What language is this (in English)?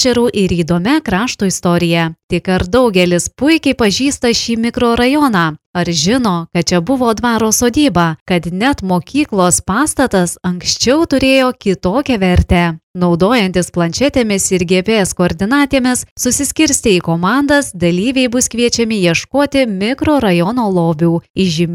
Lithuanian